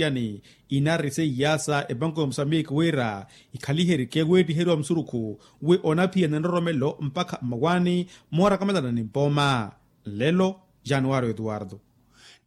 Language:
Makhuwa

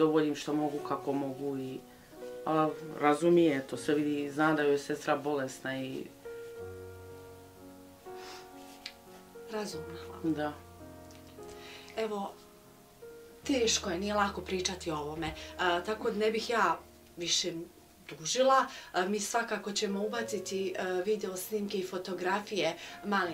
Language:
Bosnian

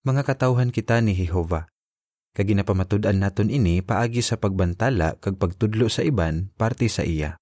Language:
Hiligaynon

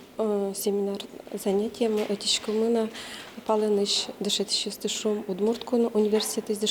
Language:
Udmurt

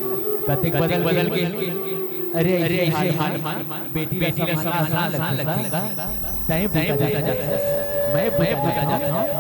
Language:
Chhattisgarhi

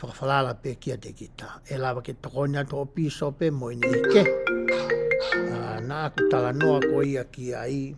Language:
Tongan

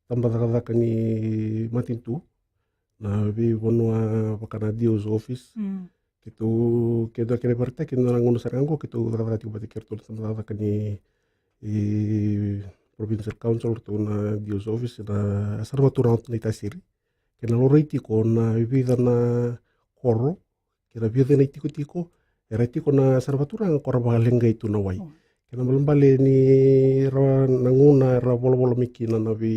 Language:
Fijian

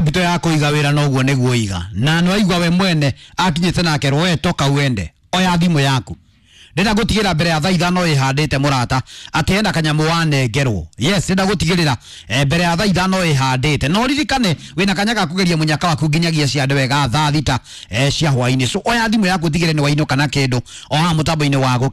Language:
Kikuyu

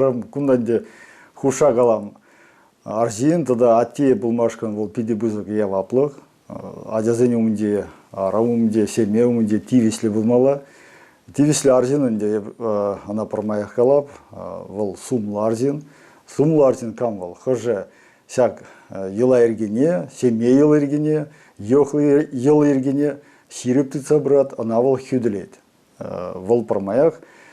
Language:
Chuvash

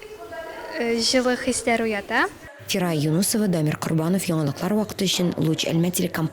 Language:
Tatar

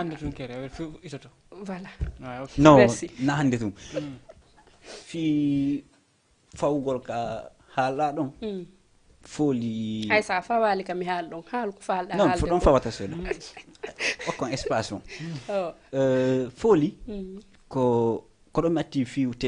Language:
Fula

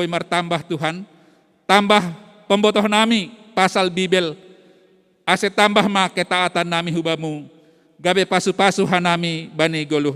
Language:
Batak Simalungun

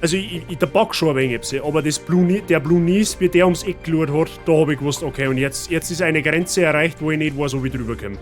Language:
Bavarian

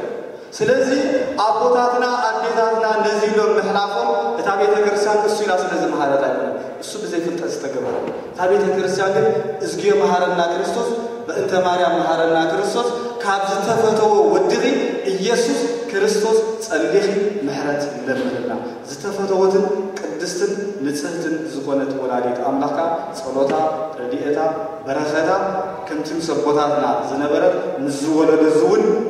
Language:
Tigrinya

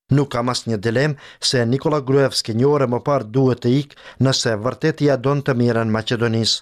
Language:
Albanian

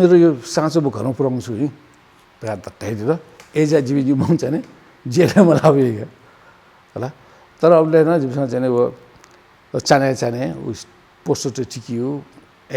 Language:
Newari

